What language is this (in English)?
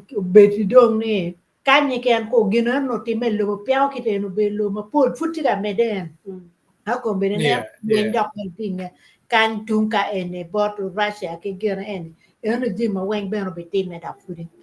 Acoli